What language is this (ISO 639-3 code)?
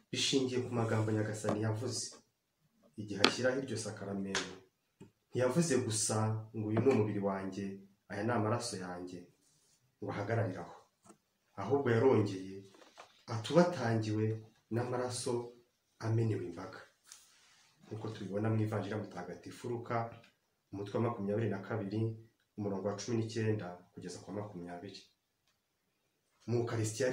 kin